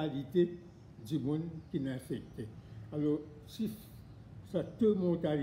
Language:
Morisyen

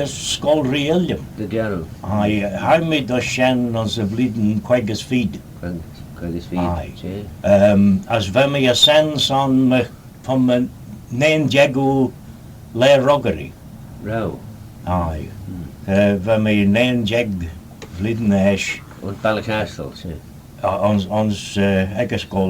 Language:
Manx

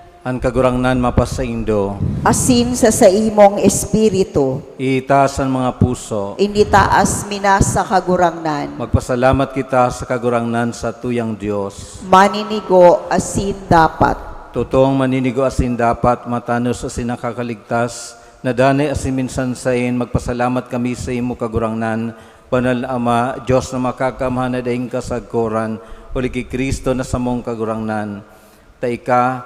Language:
Bikol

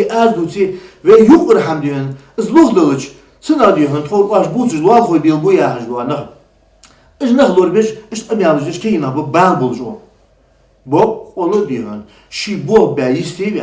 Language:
Ingush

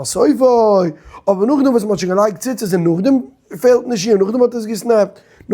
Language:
Yiddish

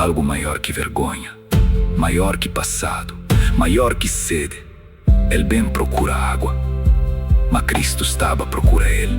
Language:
Kabuverdianu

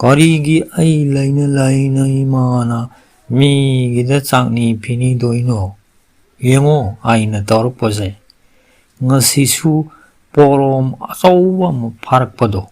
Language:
Manipuri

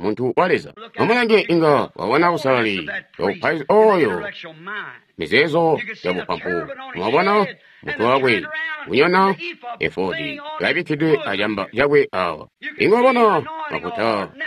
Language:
Tonga (Zambia)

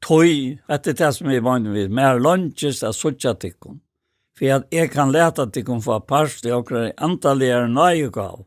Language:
Faroese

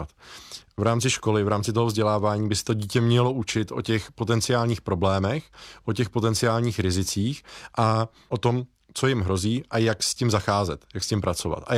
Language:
Czech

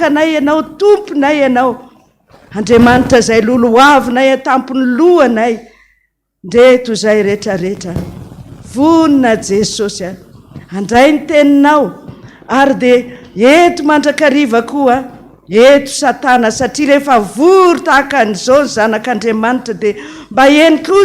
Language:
Malagasy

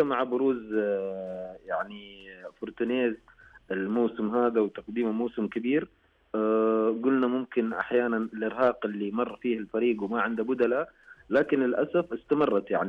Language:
Najdi Arabic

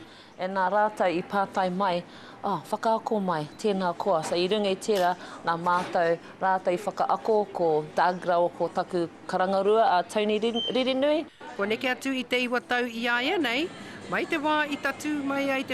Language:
Māori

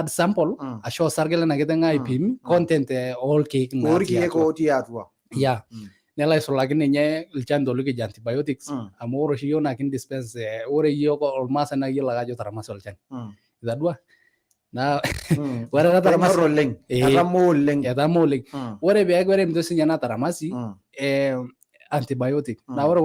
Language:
Masai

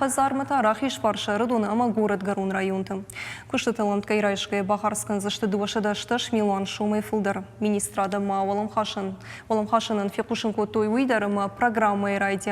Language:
Ossetic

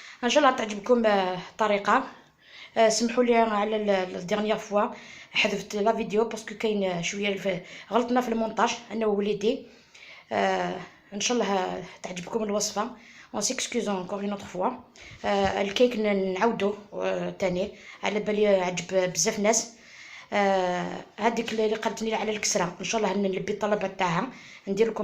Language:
Algerian Arabic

